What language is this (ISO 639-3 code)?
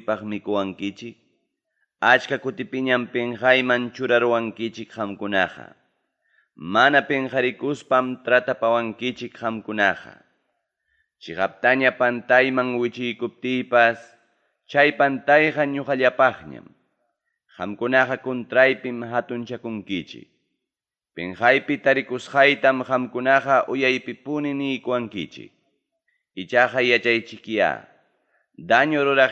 quy